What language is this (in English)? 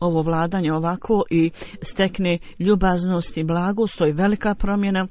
Bosnian